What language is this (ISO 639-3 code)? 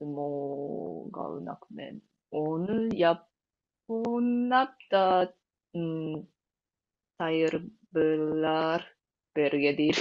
tyv